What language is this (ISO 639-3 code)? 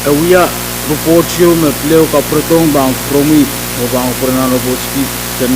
pon